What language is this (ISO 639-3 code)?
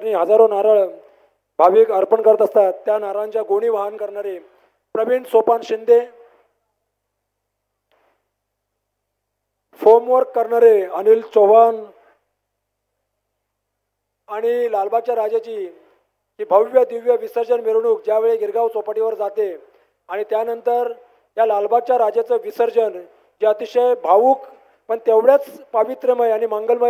mar